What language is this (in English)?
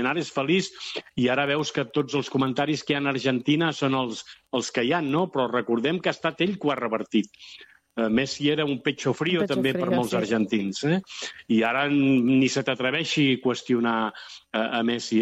Catalan